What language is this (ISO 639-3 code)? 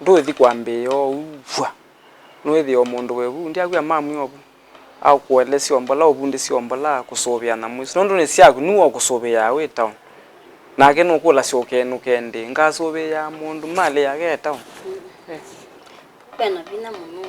kam